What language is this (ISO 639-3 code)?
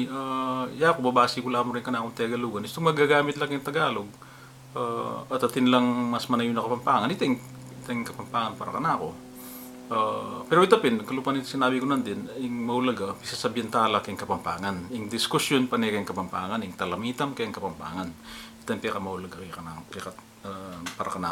pam